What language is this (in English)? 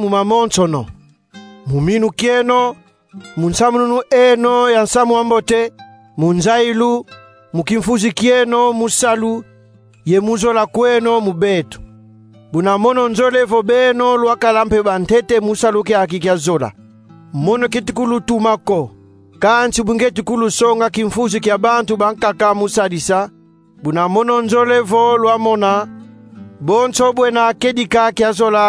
Kongo